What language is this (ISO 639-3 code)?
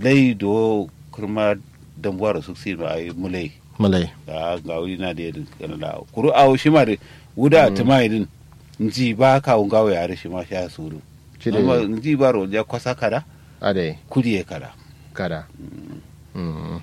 kau